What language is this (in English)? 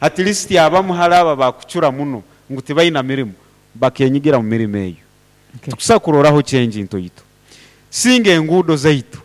Nyoro